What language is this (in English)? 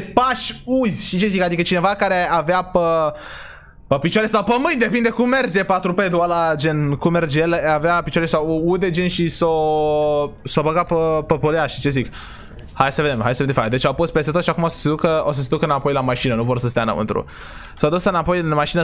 Romanian